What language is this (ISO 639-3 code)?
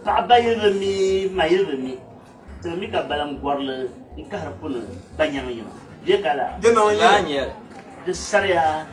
dag